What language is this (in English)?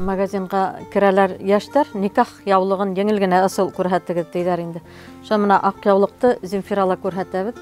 Bashkir